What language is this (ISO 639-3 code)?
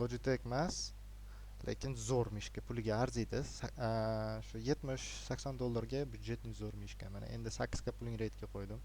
uzb